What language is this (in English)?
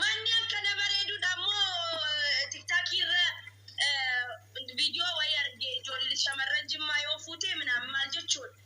Oromo